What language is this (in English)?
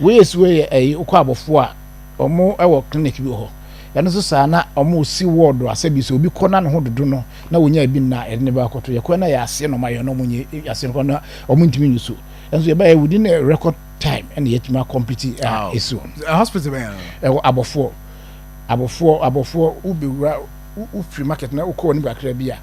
Akan